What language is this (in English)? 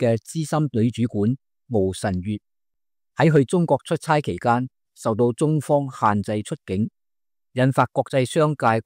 Cantonese